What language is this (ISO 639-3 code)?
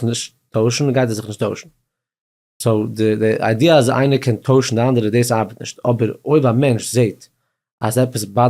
yid